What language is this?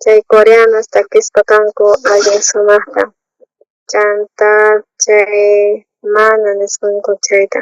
South Bolivian Quechua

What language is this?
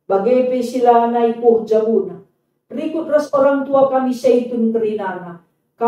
Batak Karo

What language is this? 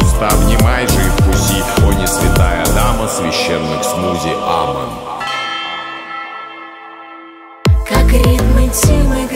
Russian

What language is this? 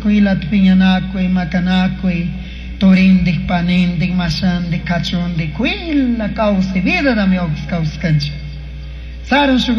Chimborazo Highland Quichua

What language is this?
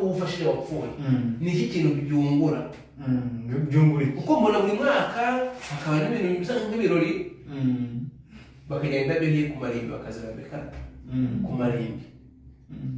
Kinyarwanda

